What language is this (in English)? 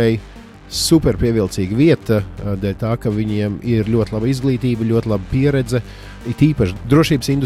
Latvian